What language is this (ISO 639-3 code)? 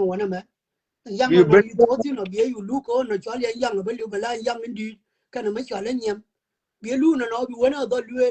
nus